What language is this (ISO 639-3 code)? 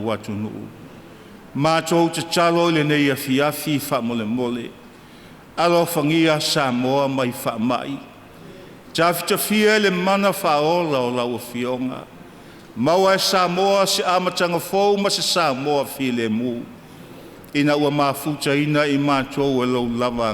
smo